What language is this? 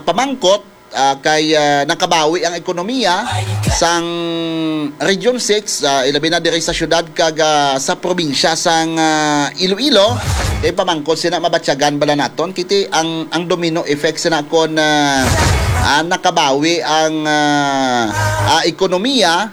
Hiligaynon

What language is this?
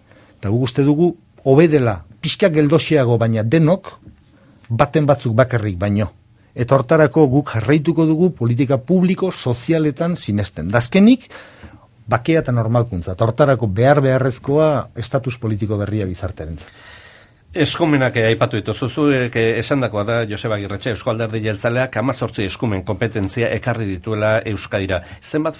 Basque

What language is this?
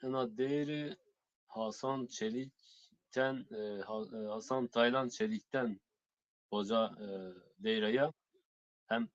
Zaza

